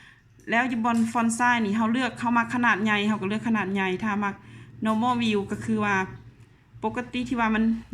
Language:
Lao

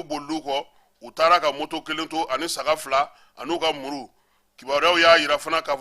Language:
Bambara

